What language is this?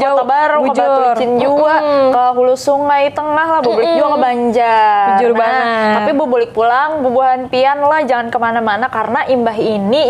Banjar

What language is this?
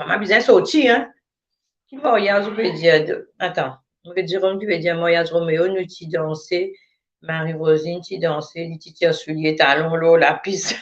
Morisyen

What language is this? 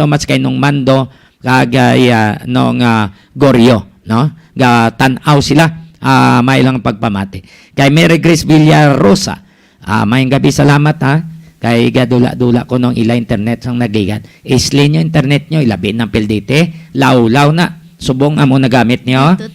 Hiligaynon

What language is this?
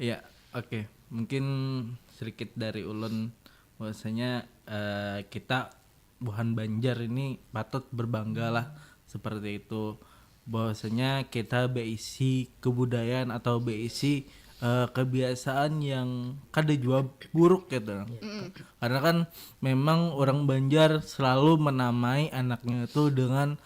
Banjar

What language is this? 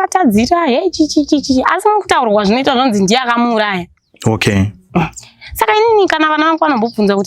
Shona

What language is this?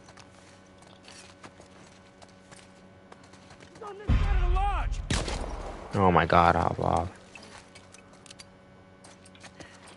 English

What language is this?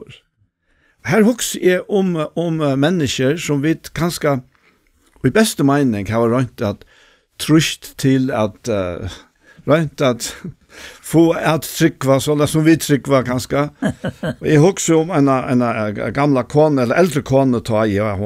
Faroese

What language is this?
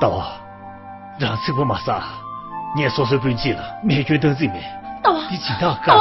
Tibetan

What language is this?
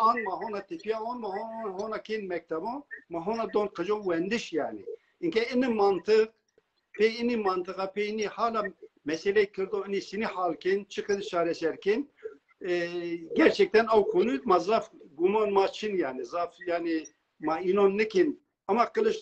Zaza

